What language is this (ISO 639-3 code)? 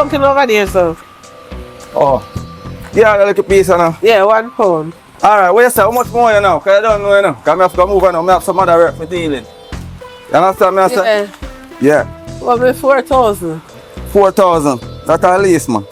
jam